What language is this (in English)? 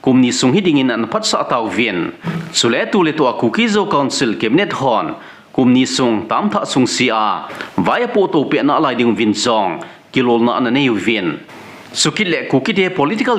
Thado Chin